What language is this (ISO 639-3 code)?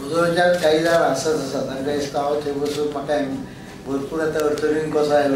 kok